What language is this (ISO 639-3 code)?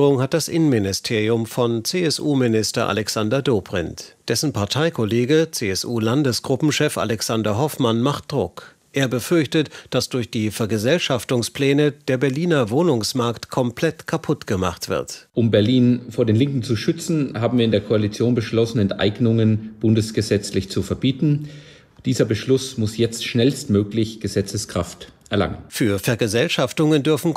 deu